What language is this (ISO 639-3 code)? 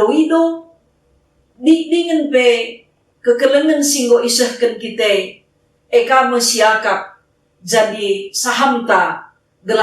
btx